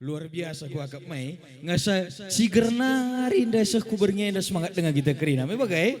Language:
Batak Karo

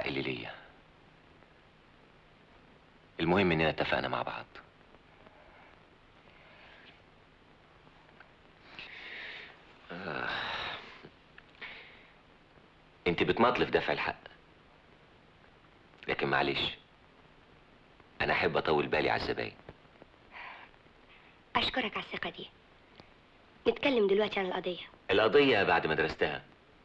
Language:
Egyptian Arabic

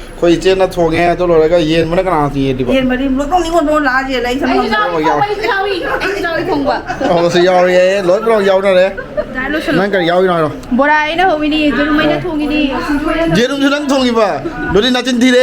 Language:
Manipuri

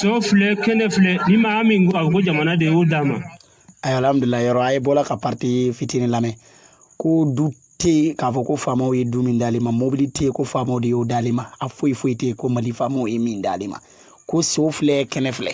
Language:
Bambara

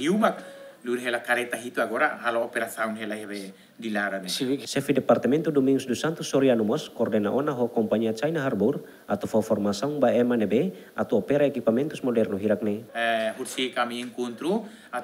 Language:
Tetum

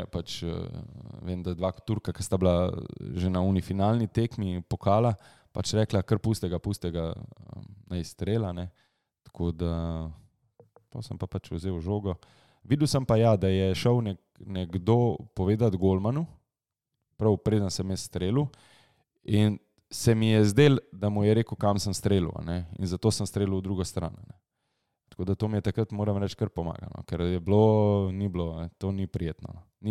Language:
Slovenian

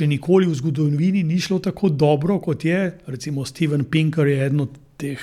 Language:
Slovenian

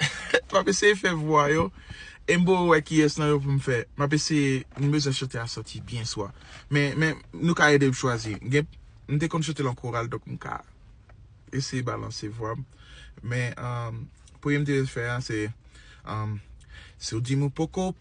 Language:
Haitian Creole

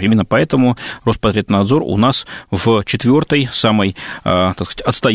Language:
Russian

